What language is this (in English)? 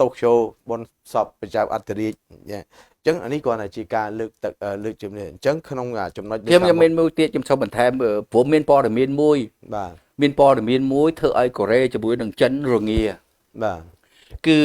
Khmer